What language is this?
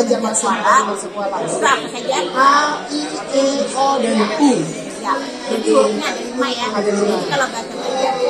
Banjar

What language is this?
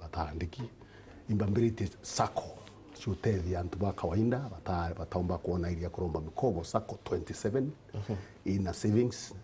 Meru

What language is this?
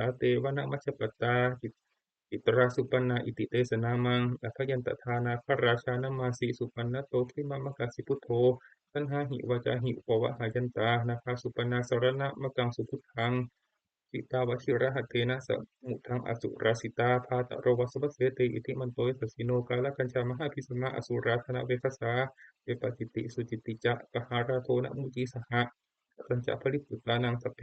Pali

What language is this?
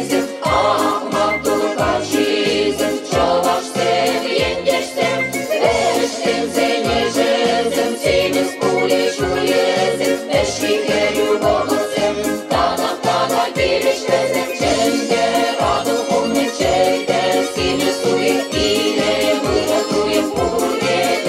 Chuvash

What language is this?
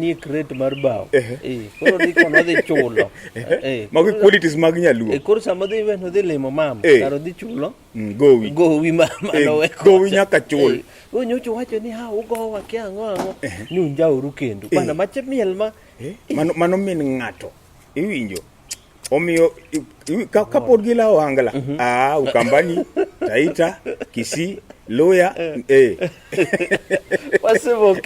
Luo (Kenya and Tanzania)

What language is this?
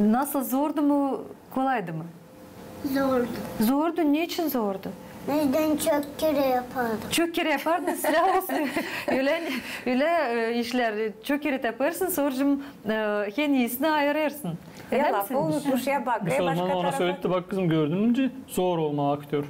Gagauz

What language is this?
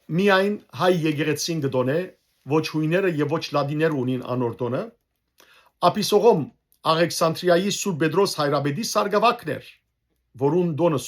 Western Armenian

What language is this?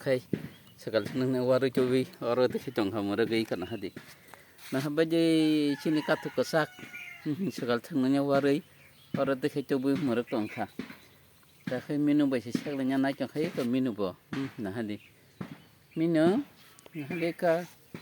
Kok Borok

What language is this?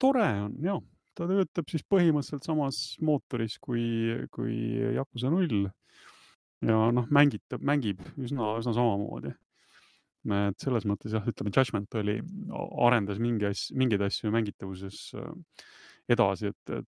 Estonian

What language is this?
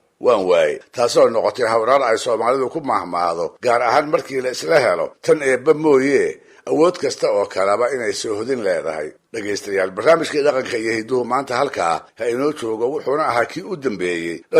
Somali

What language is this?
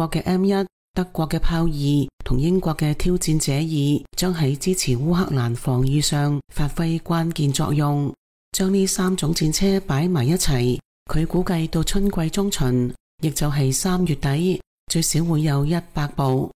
Cantonese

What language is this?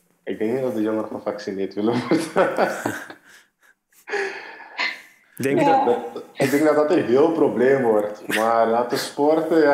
Dutch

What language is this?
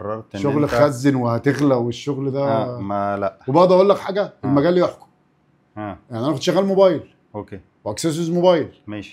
Egyptian Arabic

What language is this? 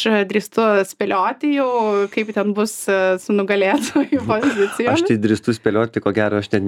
Lithuanian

